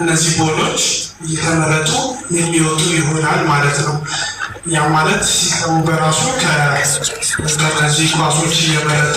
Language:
Amharic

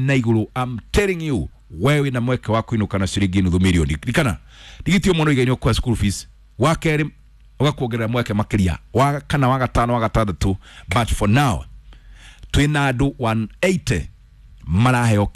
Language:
Kikuyu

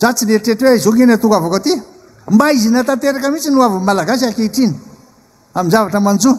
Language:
Malagasy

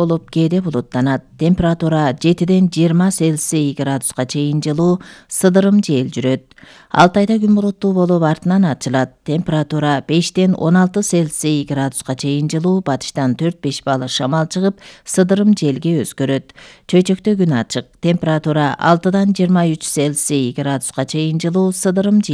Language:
Kyrgyz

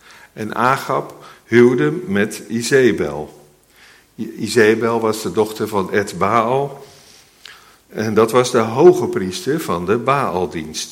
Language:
Dutch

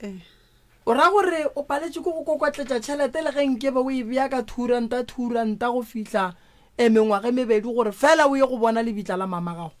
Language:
Northern Sotho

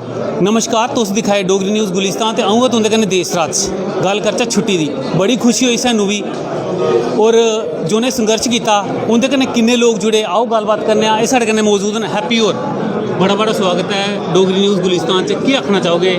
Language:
Dogri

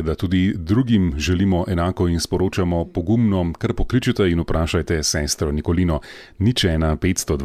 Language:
Slovenian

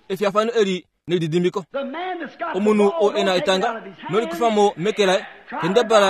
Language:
Kuanyama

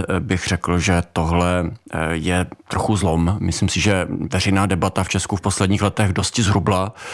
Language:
Czech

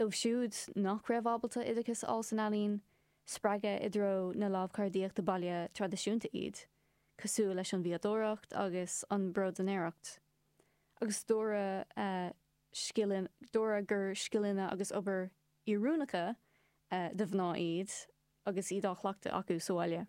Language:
Irish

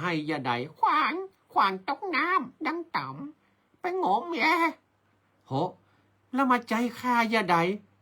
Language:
Northern Thai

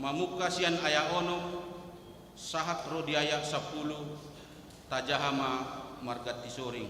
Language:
Batak Toba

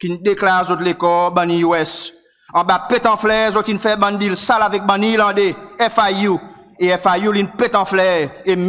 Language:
Seselwa Creole French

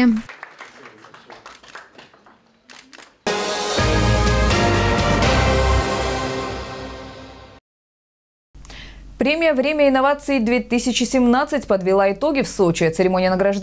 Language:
Russian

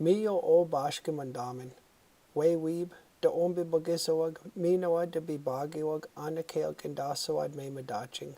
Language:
Chippewa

